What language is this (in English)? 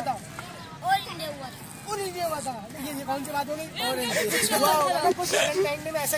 Hindi